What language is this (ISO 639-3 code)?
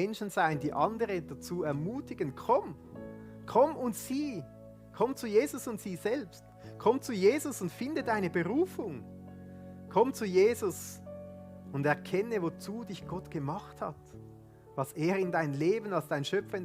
gsw